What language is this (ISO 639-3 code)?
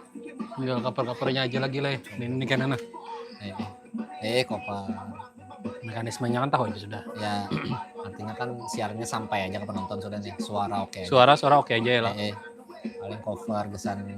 bjn